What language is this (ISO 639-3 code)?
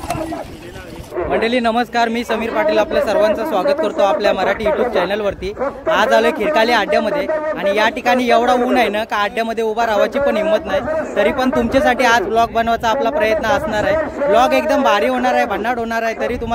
mar